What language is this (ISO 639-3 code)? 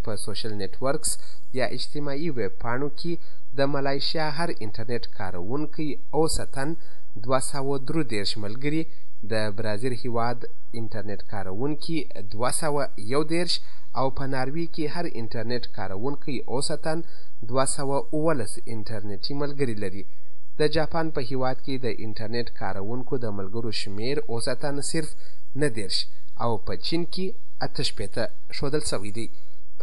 pus